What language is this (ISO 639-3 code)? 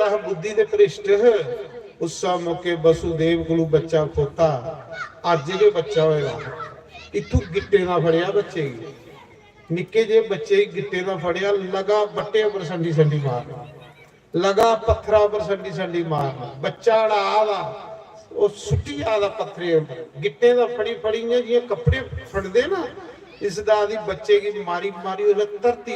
doi